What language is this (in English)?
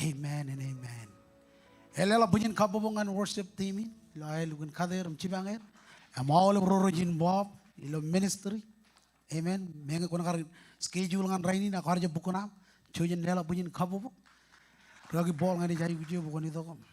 Marshallese